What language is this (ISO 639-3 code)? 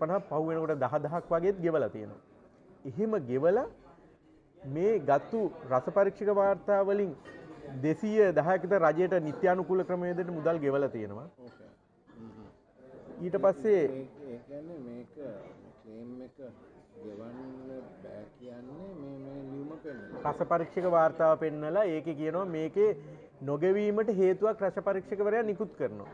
sin